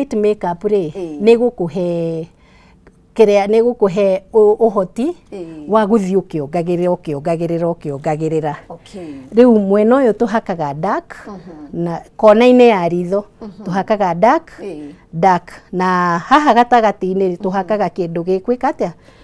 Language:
Kikuyu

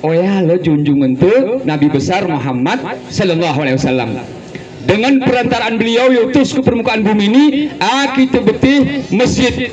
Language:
Gayo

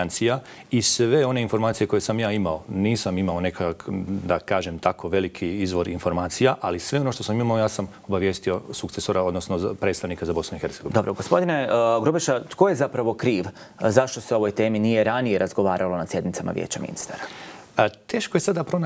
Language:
Croatian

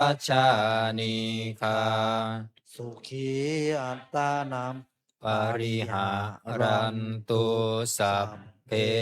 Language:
Pali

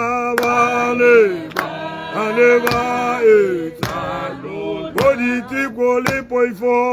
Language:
Tswana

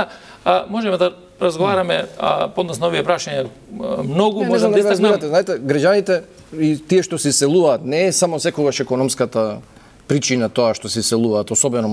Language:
Macedonian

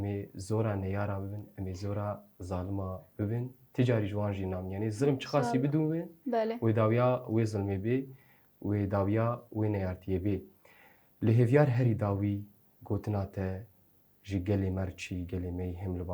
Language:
Kurdish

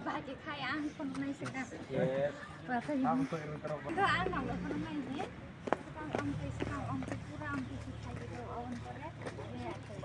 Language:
Kok Borok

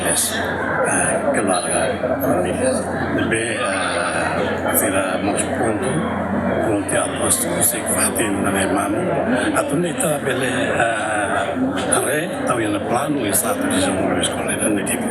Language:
Tetum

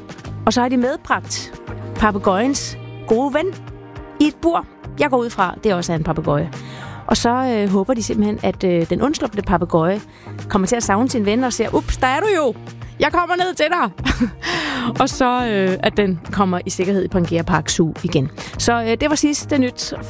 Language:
Danish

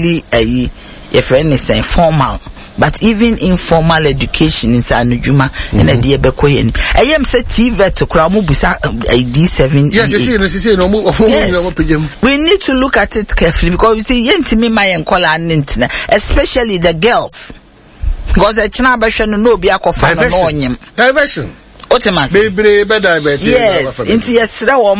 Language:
Akan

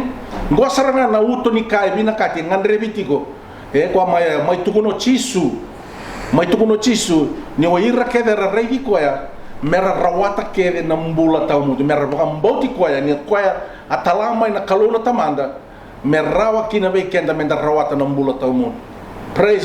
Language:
Fijian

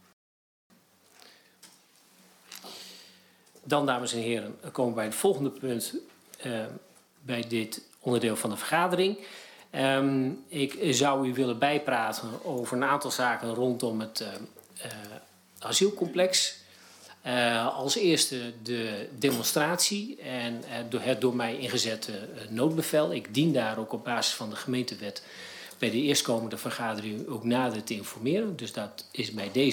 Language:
Dutch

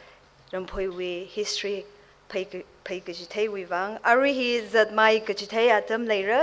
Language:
Tangkhul Naga (India)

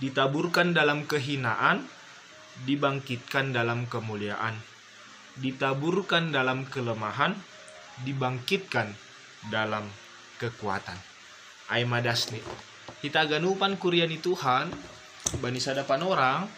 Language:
Batak Simalungun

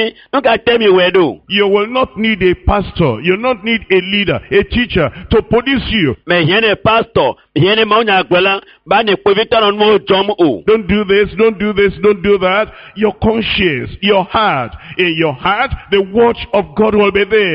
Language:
Ewe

